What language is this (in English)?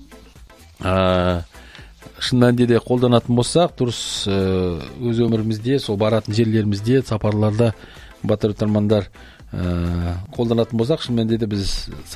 Kazakh